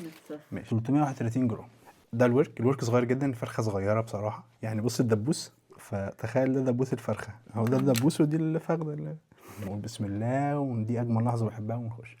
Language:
Egyptian Arabic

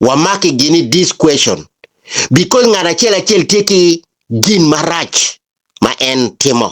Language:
Acoli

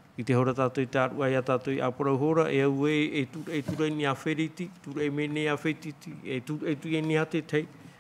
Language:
Tahitian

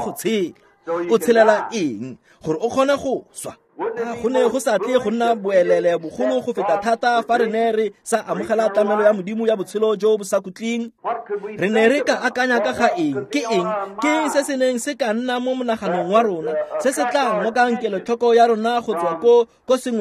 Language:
Tswana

